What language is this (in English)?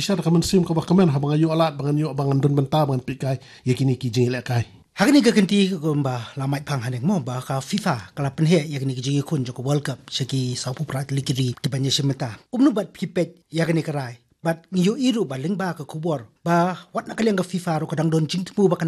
Khasi